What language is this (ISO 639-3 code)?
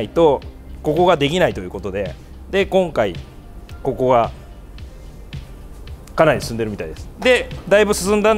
jpn